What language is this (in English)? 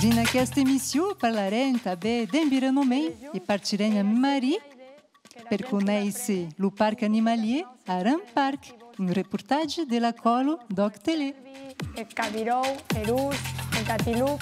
Occitan